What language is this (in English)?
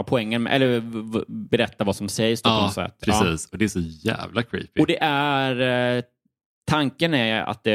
Swedish